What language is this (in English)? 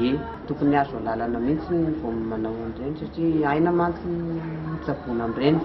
Malagasy